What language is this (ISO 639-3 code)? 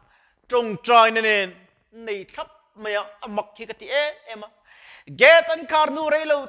lus